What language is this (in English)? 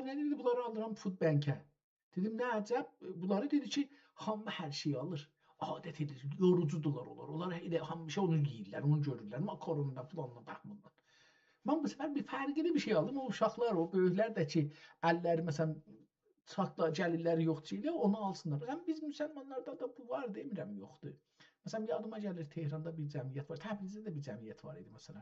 South Azerbaijani